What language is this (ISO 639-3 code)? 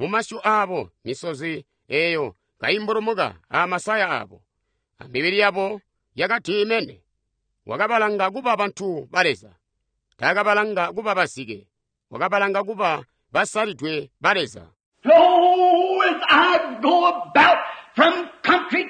toi